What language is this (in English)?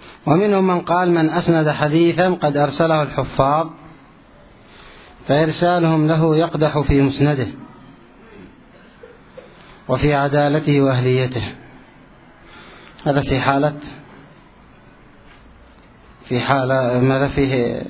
Arabic